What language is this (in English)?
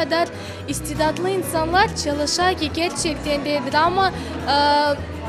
Crimean Tatar